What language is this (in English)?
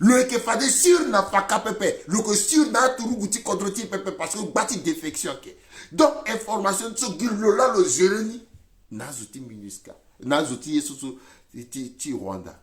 Sango